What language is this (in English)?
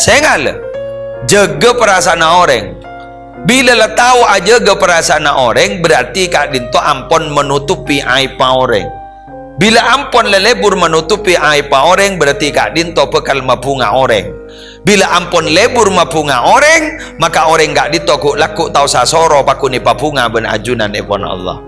Madurese